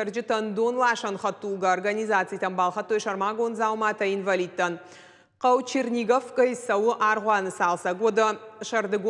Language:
Ossetic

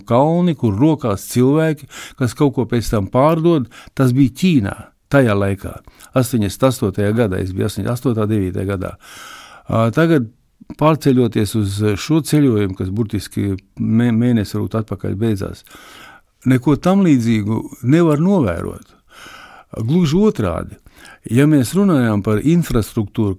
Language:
Latvian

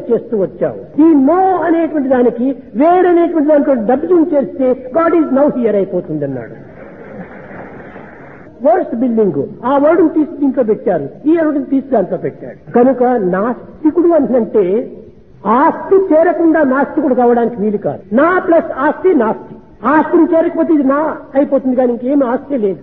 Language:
Telugu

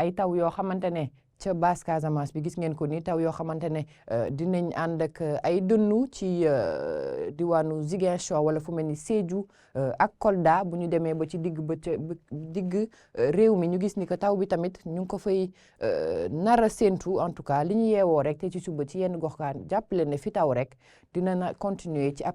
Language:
Wolof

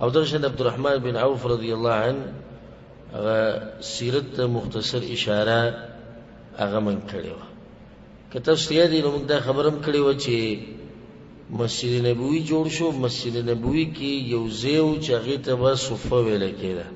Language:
Pashto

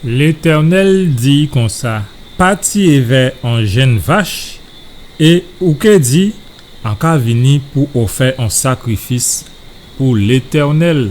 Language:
Guadeloupean Creole French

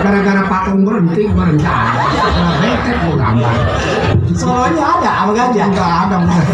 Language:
Betawi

